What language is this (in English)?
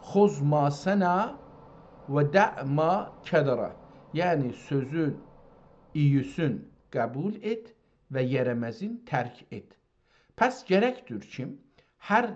South Azerbaijani